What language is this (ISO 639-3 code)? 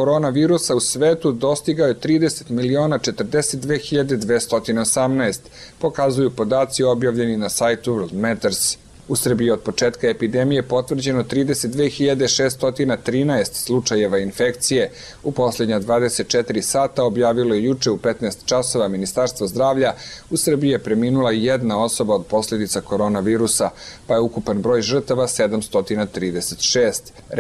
srp